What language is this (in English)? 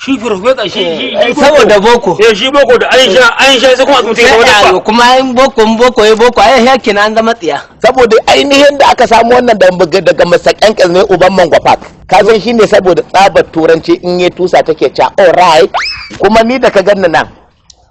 Hausa